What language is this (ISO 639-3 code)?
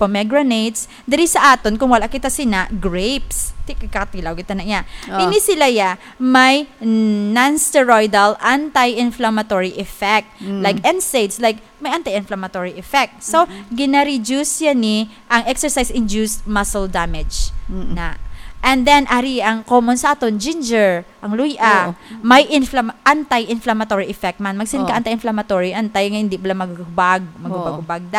hil